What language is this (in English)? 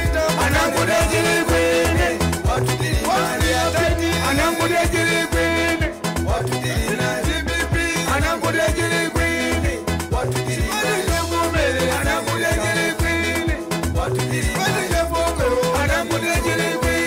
Nyanja